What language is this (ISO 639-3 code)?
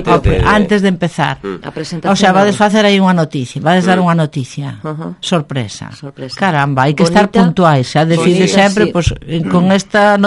glg